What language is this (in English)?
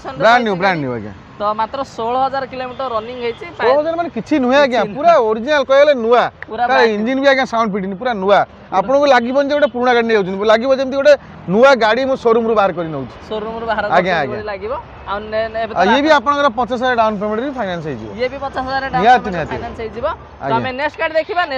Odia